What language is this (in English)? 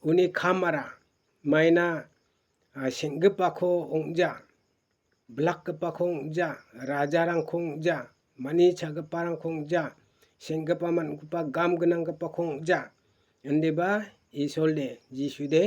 Garo